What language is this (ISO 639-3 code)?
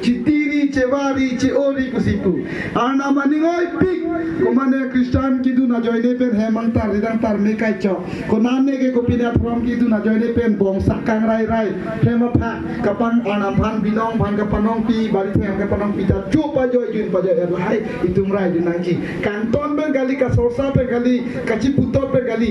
mjw